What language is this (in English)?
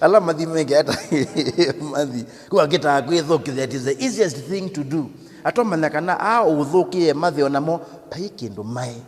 Kamba